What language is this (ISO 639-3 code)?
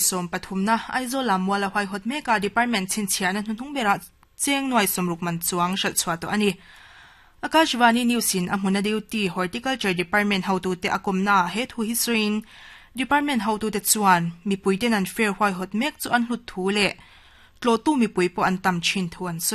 lus